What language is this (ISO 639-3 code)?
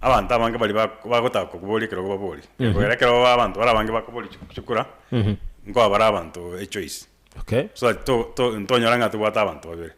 guz